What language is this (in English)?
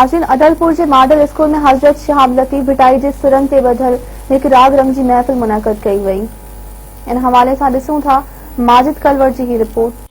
Sindhi